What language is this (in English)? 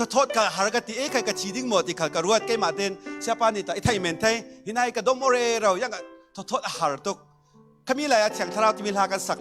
Falam Chin